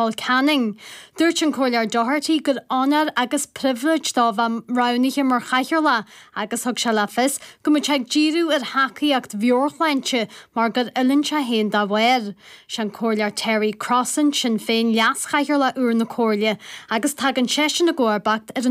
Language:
Irish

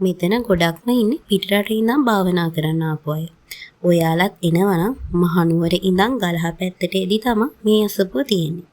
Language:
Sinhala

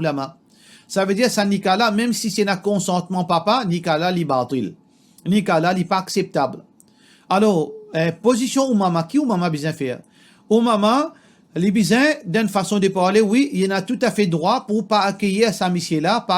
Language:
Morisyen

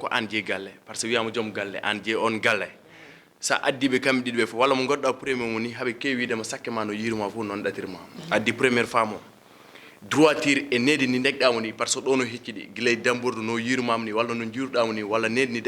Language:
Fula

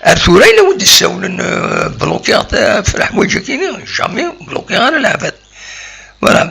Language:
Kabyle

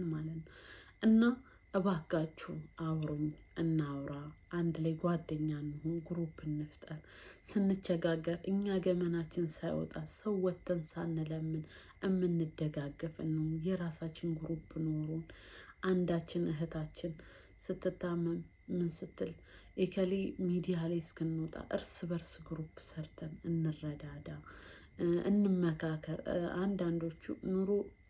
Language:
Amharic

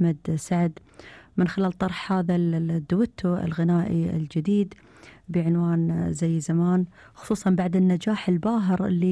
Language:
Gulf Arabic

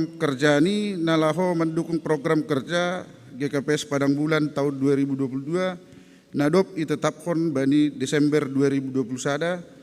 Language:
Batak Simalungun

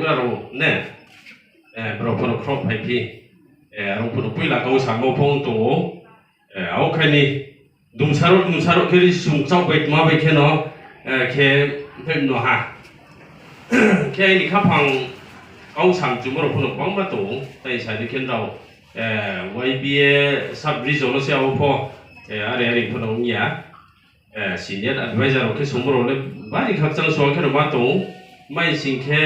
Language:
Riang (India)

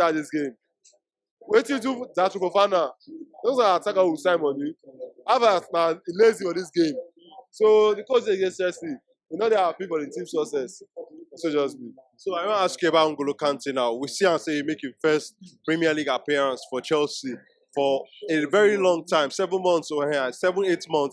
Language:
Nigerian Pidgin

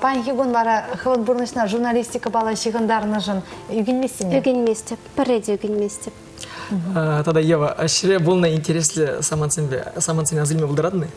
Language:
Chuvash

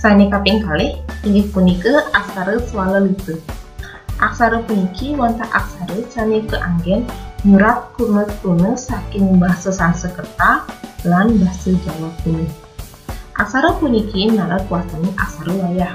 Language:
Balinese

